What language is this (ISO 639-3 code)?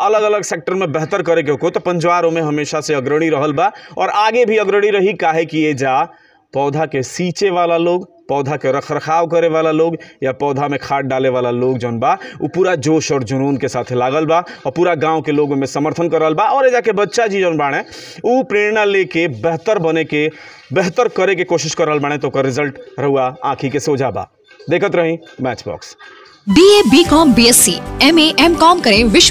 bho